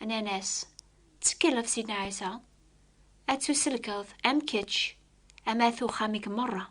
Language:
Kabyle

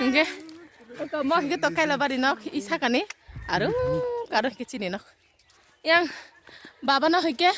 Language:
Kok Borok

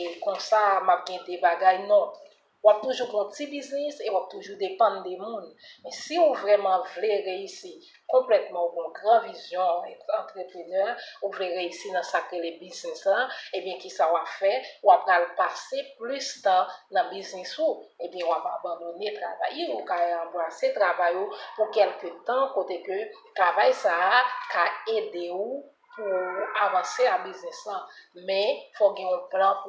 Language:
Haitian Creole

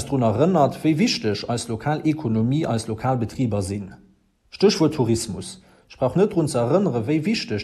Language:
Luxembourgish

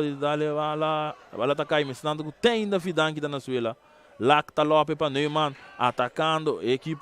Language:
Papiamento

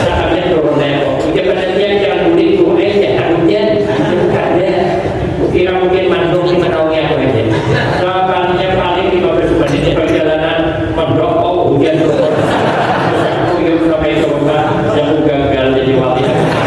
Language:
Banjar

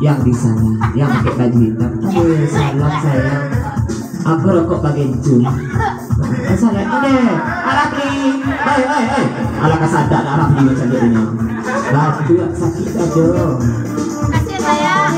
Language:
Minangkabau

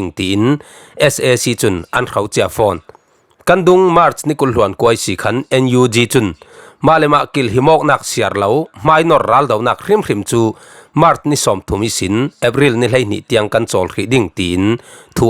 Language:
Falam Chin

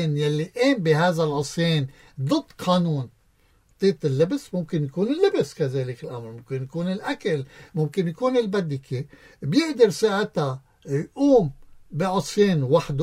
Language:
North Levantine Arabic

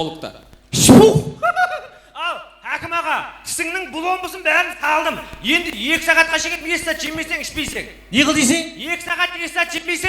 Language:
Kara-Kalpak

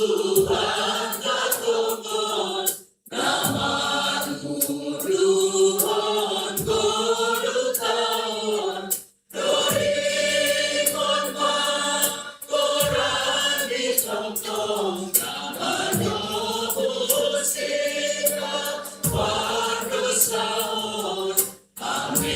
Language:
Batak Simalungun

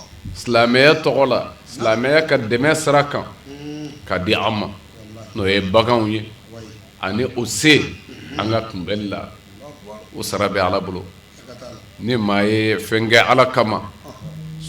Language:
Bambara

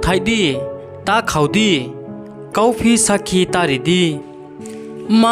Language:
Riang (India)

